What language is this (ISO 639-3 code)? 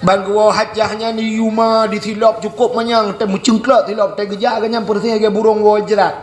ace